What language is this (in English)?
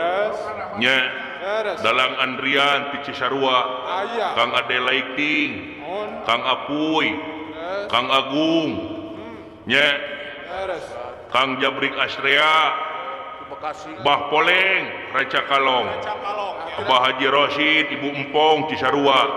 Sundanese